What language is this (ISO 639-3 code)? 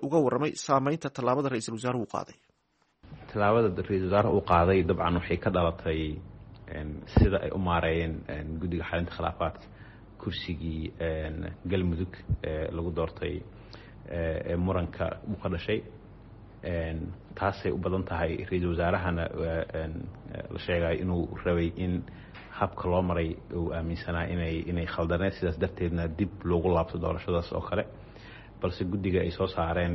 som